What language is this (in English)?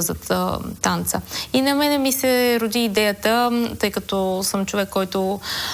Bulgarian